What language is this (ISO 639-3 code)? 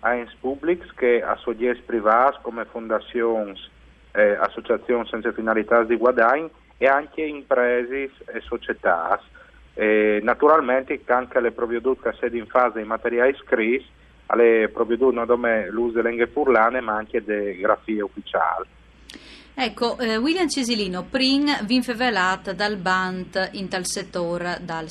fur